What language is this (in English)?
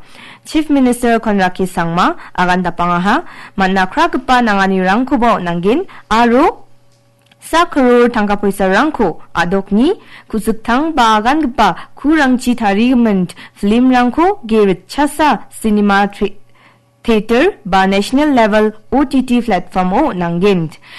Garo